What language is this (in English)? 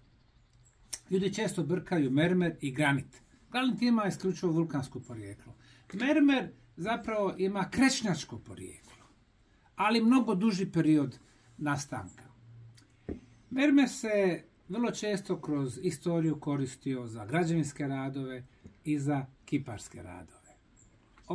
Bosnian